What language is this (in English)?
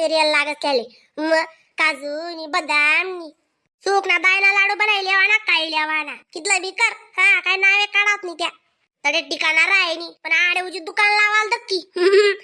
Khandesi